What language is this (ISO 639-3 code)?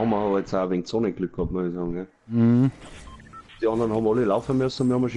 bar